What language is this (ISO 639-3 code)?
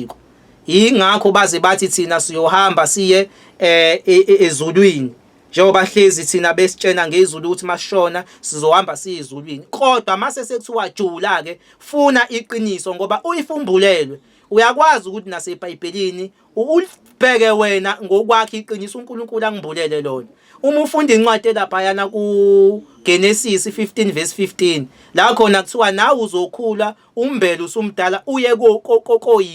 zul